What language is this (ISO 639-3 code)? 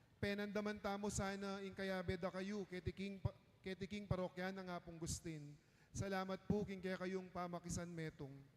pam